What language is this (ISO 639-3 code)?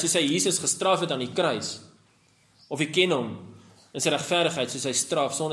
afr